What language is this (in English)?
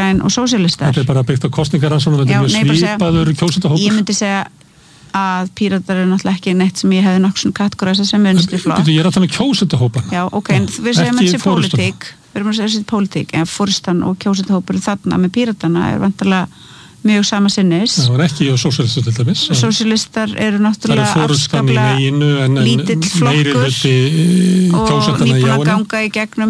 Icelandic